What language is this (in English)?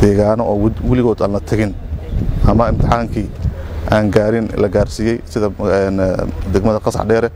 Somali